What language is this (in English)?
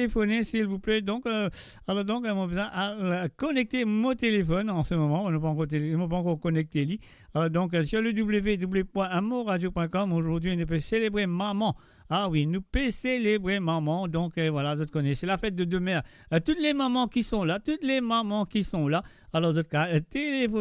Morisyen